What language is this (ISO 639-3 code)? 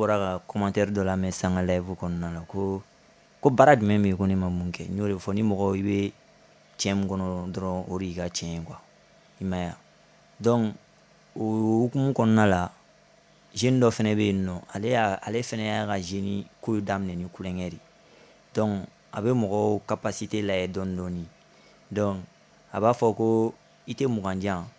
bam